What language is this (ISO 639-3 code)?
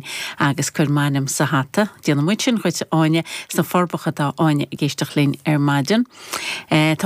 gle